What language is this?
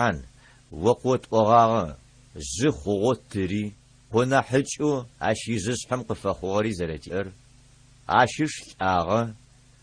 Adyghe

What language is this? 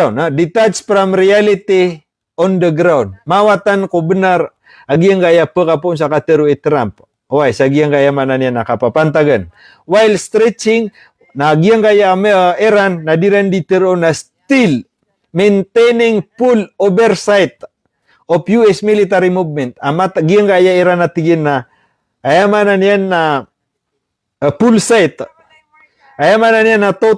Maranao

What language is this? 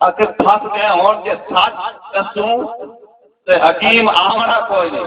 Saraiki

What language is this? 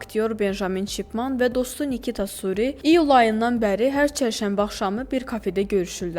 Azerbaijani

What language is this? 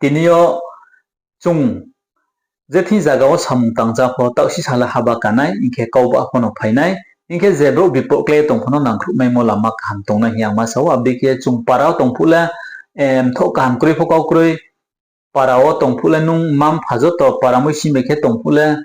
Riang (India)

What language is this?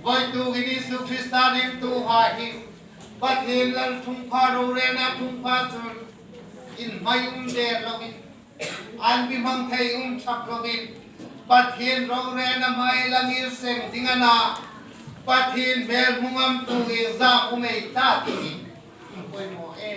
Hmar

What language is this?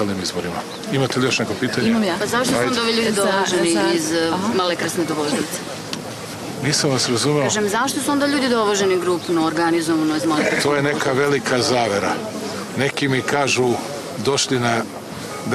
Serbian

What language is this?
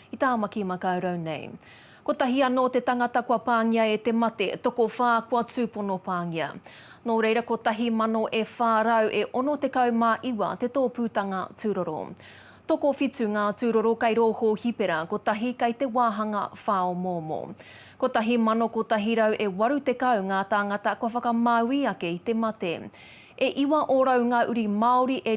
Māori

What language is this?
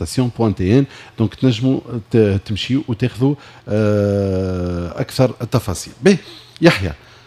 Tunisian Arabic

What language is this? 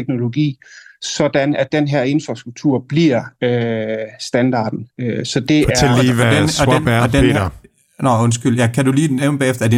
Danish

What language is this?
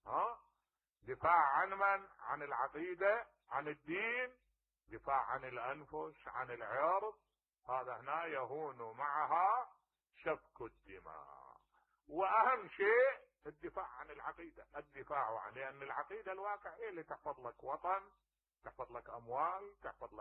Mesopotamian Arabic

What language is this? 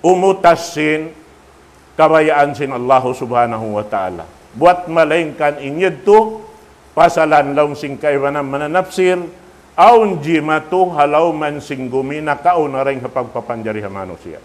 Tausug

